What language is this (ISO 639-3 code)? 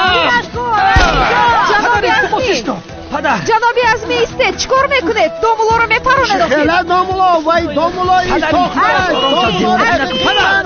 tgk